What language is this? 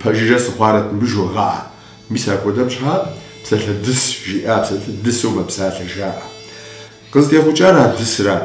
Kabardian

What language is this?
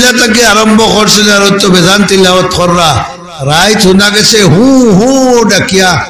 Sylheti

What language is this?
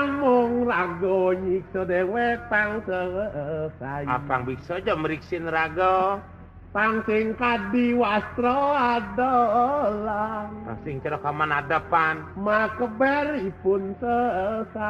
Balinese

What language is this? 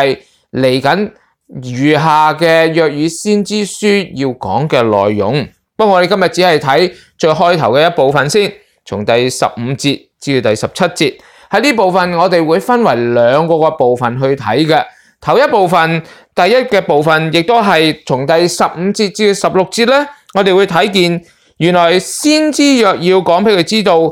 Cantonese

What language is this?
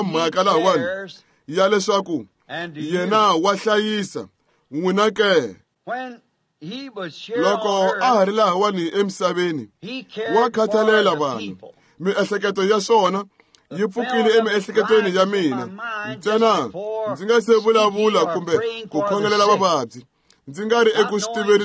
Tsonga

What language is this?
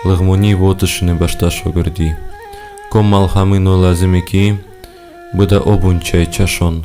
Talysh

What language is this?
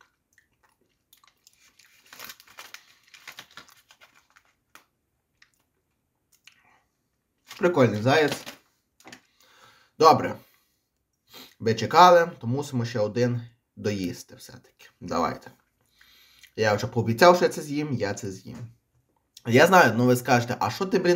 Ukrainian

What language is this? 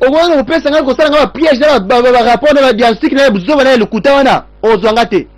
Lingala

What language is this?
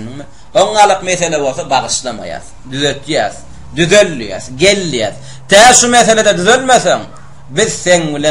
Turkmen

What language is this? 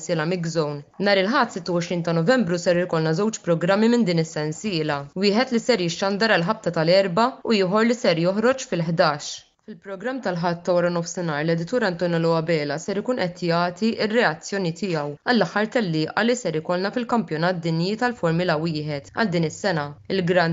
Maltese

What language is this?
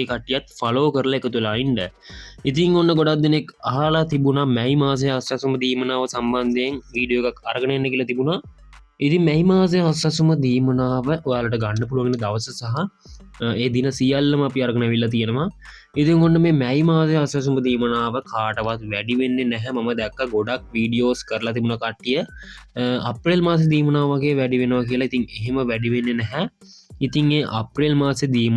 Sinhala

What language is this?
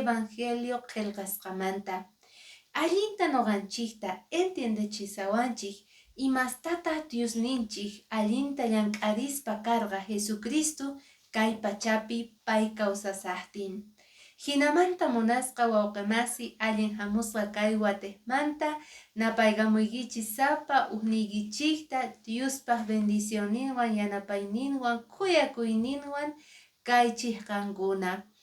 Quechua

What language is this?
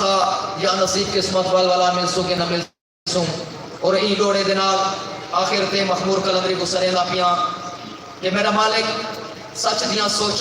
Saraiki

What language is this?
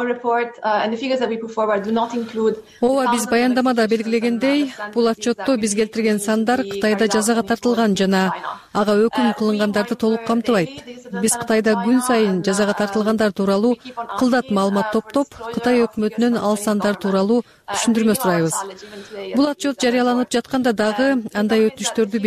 Kyrgyz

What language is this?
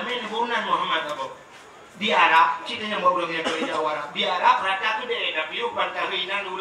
Achinese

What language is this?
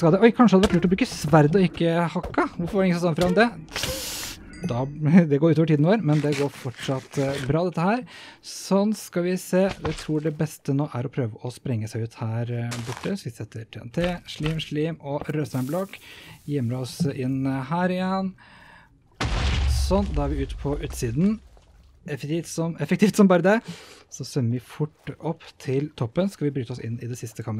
Norwegian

